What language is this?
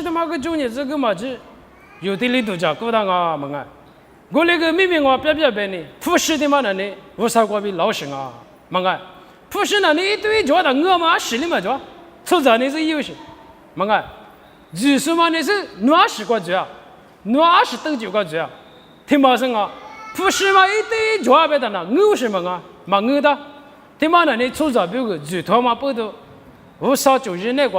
Lisu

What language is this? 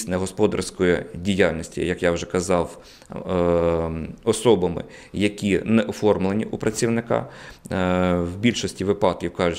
Ukrainian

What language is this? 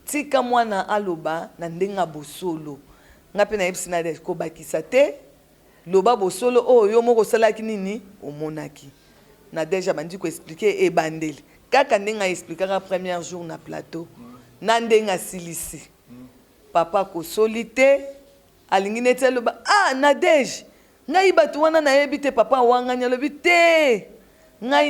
Lingala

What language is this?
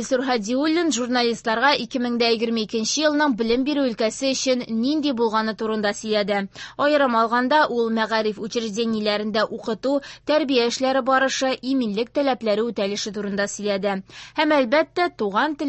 Tatar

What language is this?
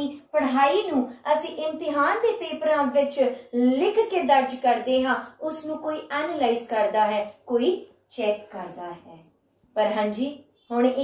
Punjabi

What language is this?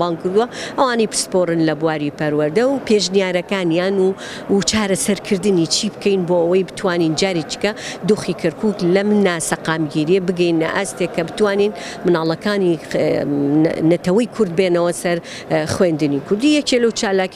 Central Kurdish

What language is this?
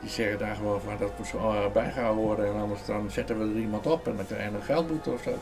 Western Frisian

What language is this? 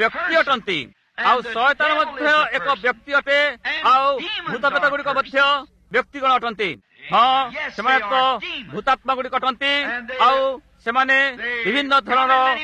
Odia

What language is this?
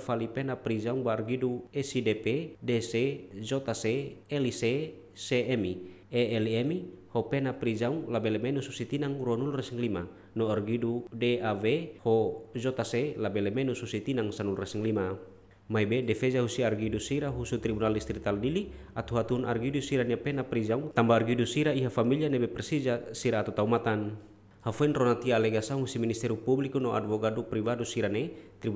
Tetum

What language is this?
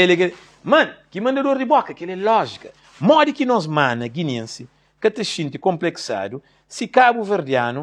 Kabuverdianu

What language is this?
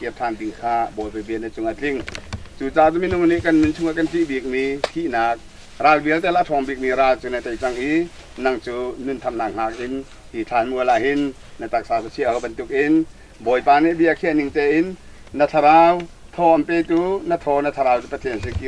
Hakha Chin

